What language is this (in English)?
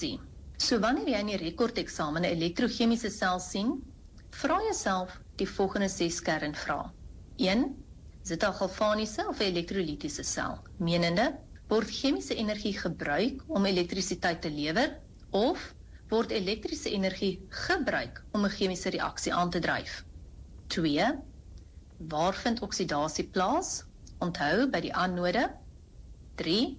Afrikaans